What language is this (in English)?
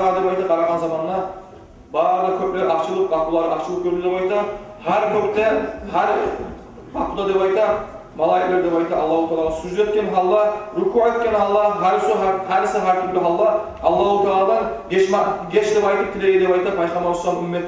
Kumyk